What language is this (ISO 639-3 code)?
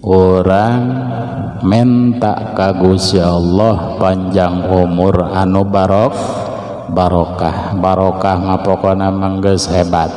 sun